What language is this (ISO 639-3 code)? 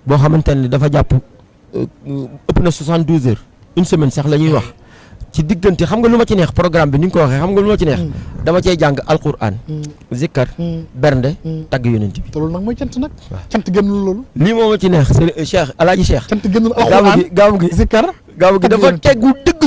wol